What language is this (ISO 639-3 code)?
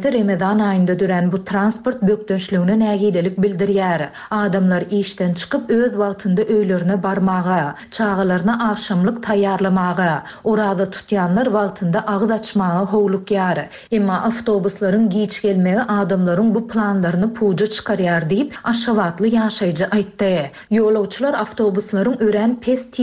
tuk